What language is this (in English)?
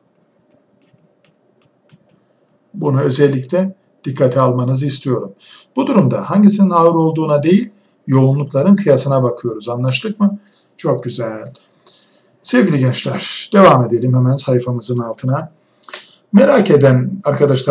Turkish